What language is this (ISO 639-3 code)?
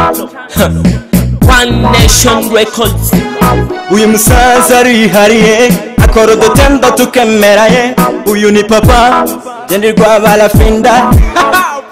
kin